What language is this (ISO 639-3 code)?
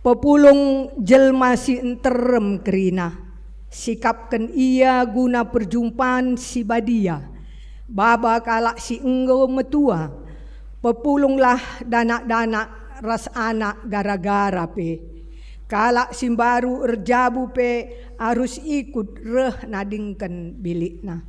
btx